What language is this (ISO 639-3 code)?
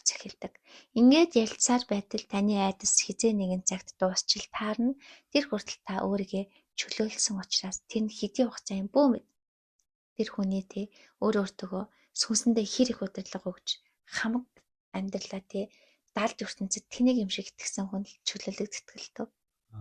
mon